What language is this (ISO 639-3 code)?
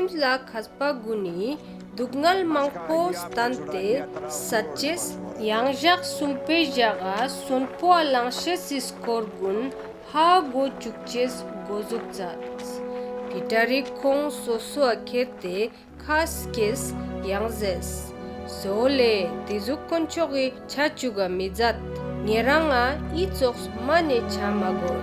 lbj